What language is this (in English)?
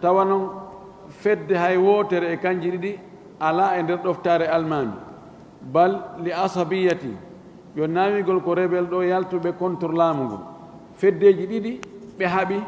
Fula